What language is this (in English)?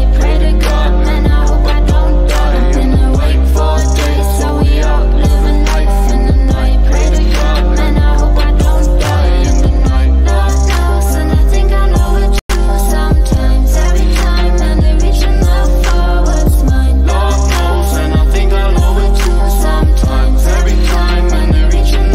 English